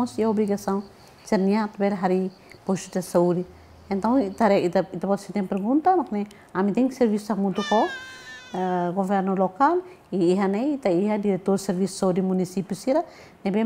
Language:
Tetum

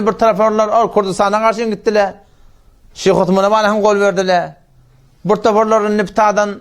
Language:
Turkmen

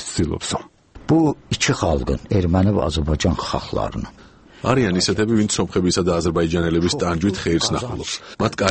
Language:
Georgian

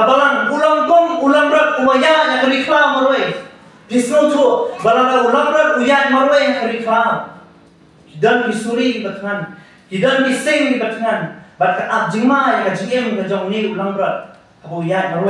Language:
Khasi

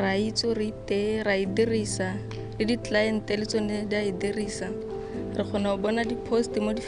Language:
Tswana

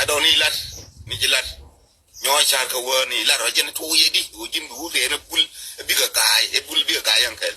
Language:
Nuer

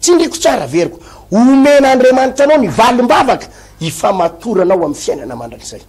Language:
Malagasy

